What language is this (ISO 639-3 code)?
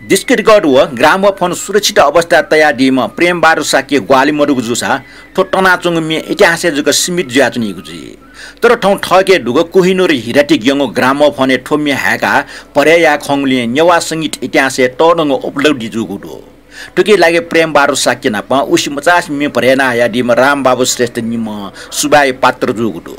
new